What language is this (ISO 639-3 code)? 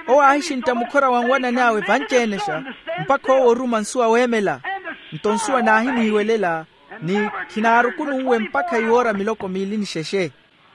vmw